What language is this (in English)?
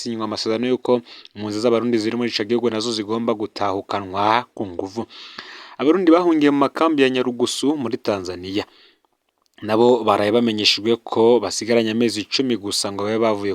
Rundi